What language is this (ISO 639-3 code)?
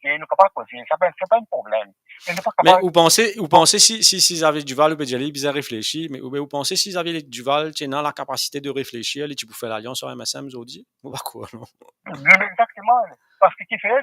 mfe